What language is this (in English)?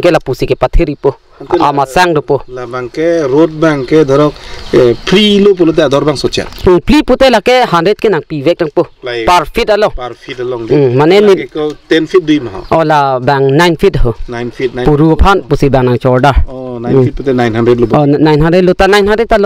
Karbi